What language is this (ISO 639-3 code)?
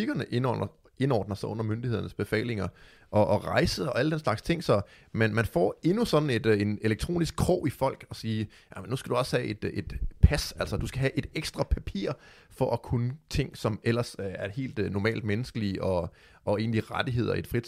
dan